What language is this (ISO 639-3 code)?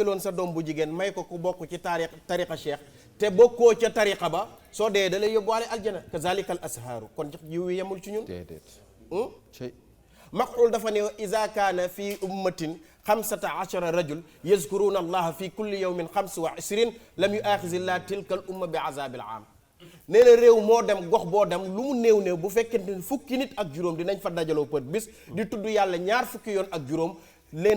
wol